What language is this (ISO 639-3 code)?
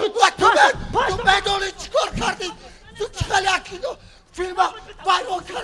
tgk